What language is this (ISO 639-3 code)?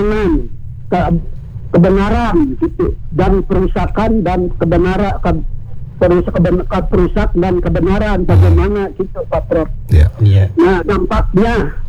ind